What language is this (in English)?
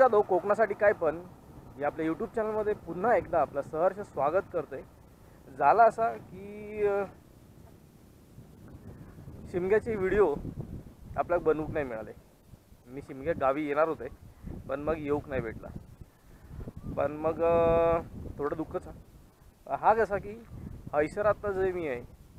Marathi